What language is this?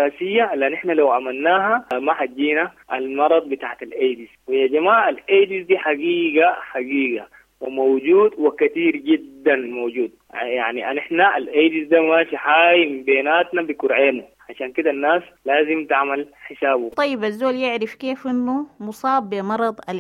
Sudanese Arabic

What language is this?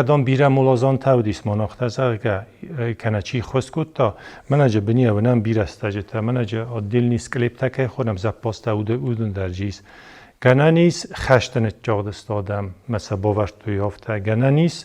Ossetic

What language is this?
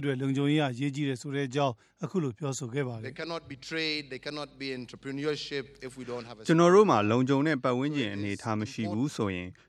Burmese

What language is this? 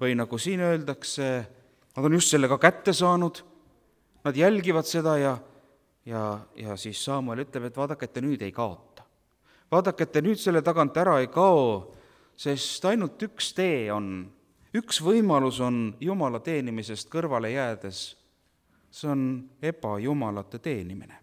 Estonian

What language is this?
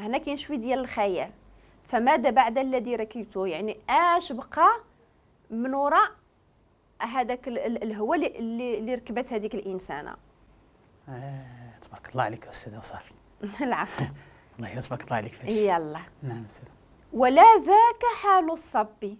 Moroccan Arabic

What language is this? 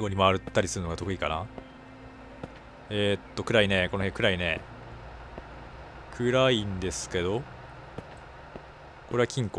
Japanese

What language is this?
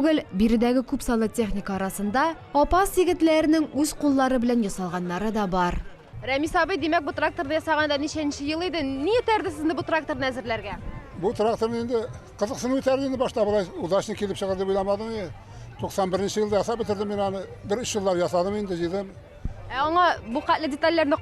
Tatar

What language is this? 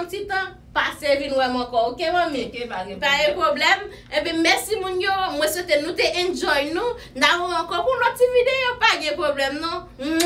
Haitian Creole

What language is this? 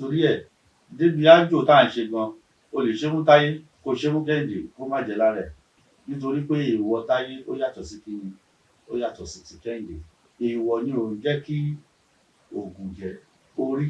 Yoruba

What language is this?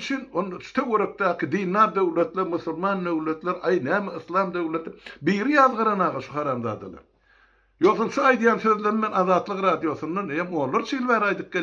Turkmen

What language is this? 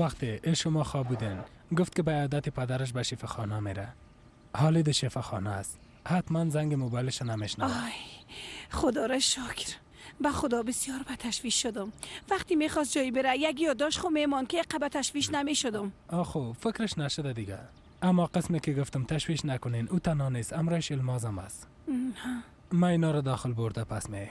Persian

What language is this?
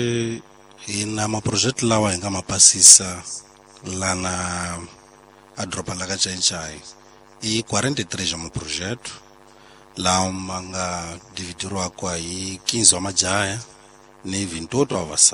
Tsonga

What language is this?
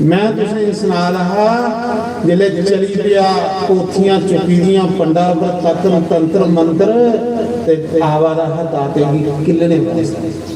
Dogri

